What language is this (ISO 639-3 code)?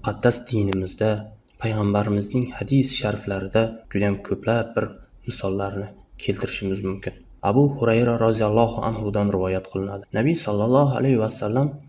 uzb